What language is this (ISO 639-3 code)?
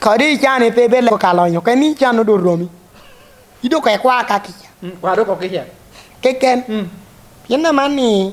laj